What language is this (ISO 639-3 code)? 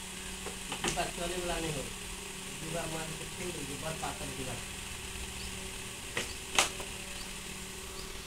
bho